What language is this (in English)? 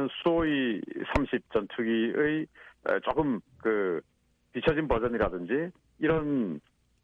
Korean